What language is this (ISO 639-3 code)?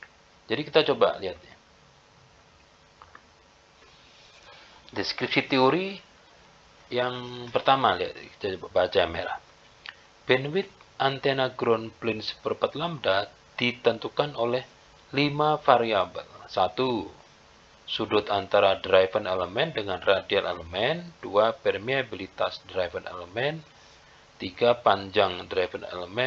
ind